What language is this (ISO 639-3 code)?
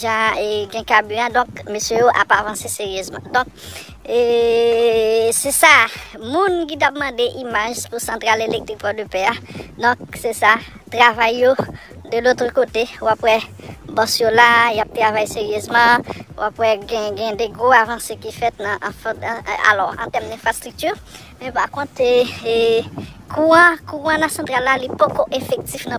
hat